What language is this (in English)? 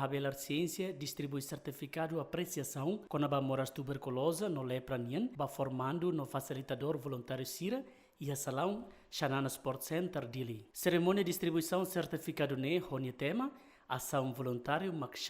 Tetum